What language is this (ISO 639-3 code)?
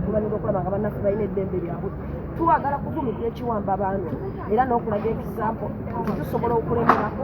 lug